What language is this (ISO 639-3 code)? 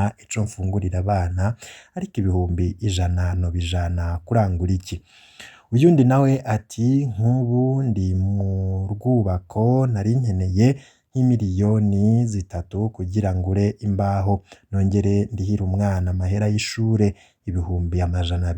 run